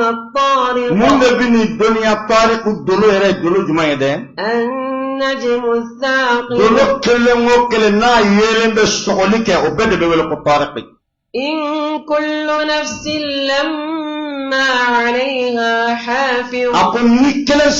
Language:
Bambara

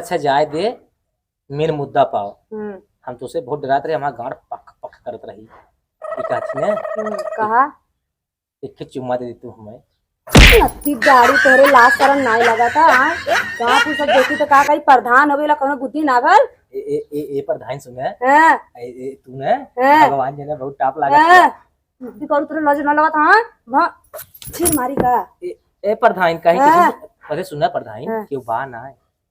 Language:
Awadhi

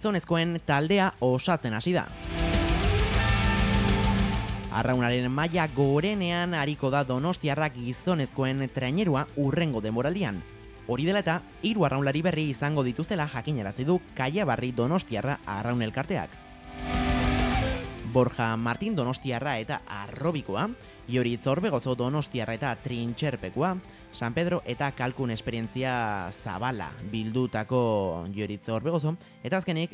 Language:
Basque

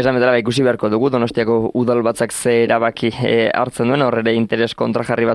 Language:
Basque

